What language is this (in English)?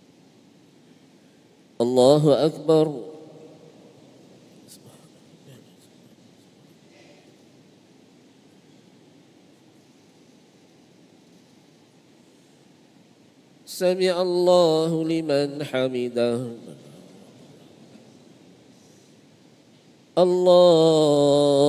Malay